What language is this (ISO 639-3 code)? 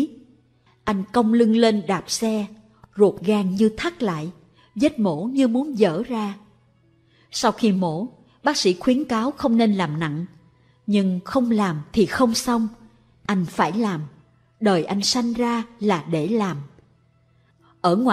vie